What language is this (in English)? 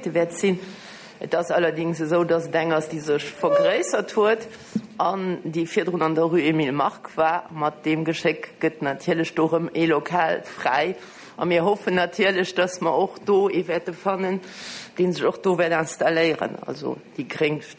Luxembourgish